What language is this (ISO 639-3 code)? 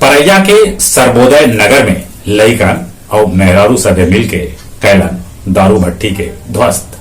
mag